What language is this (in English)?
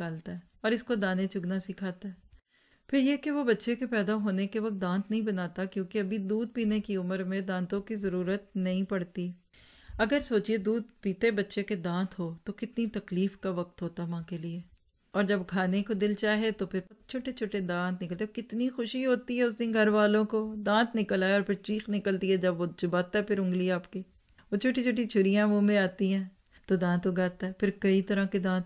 Urdu